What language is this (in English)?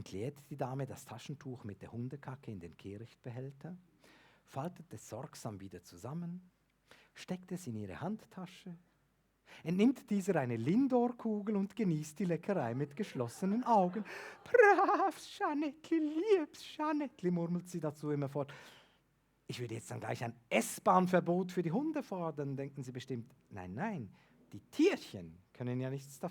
Swiss German